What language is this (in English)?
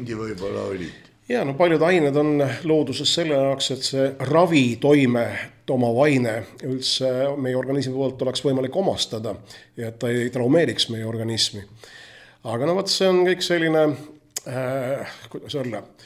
Estonian